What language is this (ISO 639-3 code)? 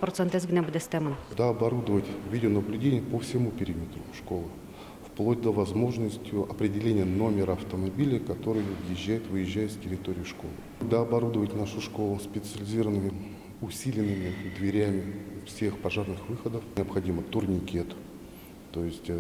udm